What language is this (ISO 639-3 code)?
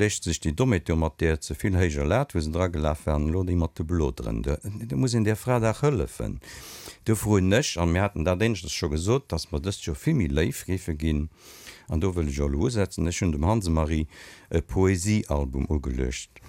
ltz